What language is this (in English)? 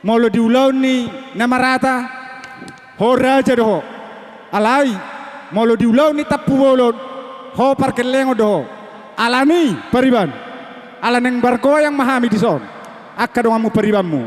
Batak Toba